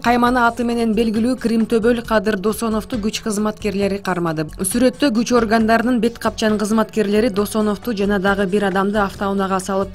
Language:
Kyrgyz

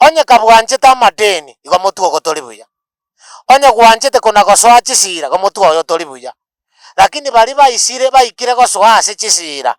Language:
Gusii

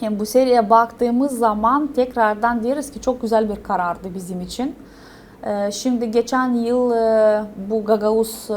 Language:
Gagauz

